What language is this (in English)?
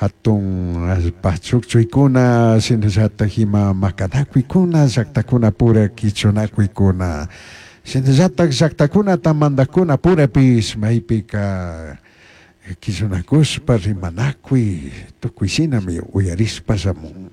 Chimborazo Highland Quichua